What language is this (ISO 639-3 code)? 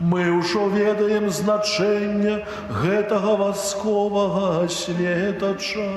bel